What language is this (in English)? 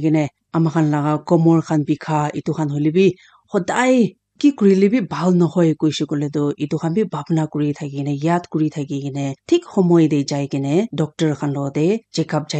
Naga Pidgin